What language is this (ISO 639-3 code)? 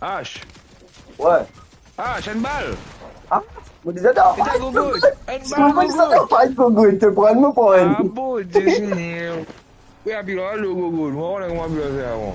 mfe